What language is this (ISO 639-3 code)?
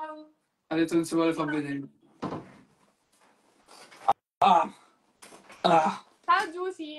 ita